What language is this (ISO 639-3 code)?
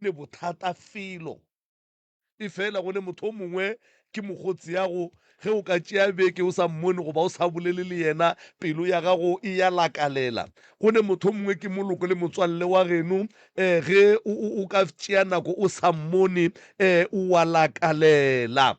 nso